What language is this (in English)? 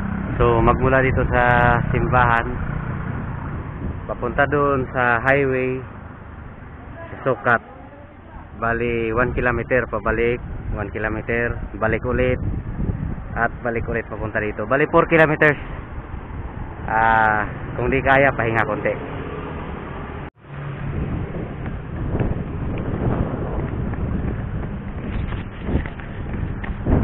Filipino